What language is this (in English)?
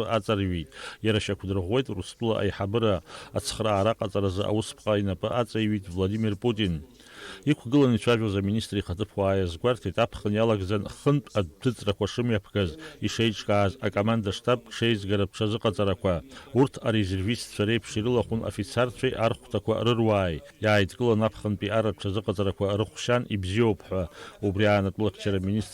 Abkhazian